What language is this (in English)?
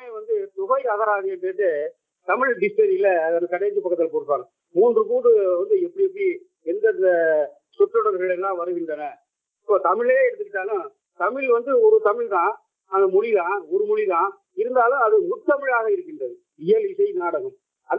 Tamil